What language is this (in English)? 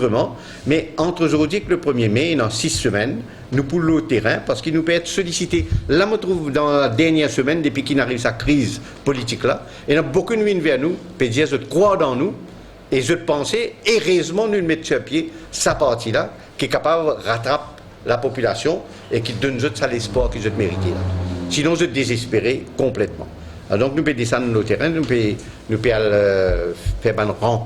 Morisyen